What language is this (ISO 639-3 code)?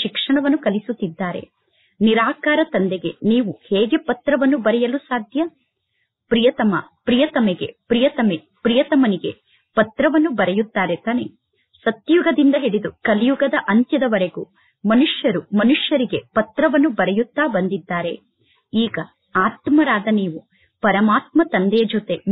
kan